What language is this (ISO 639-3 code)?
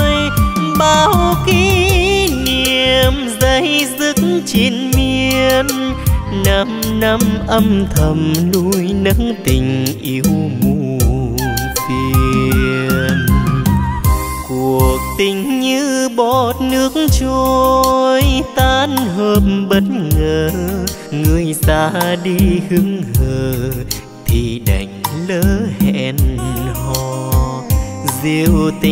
vie